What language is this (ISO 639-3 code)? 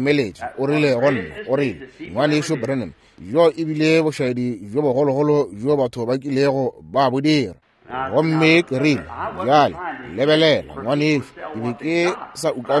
nso